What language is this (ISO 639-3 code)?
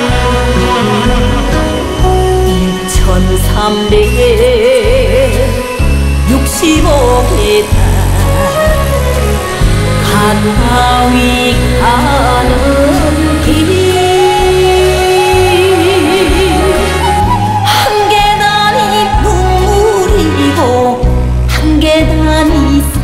kor